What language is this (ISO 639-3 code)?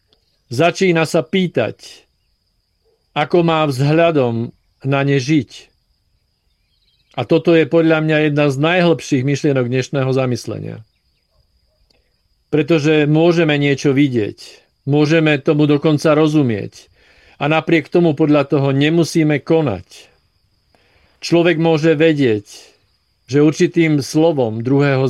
slk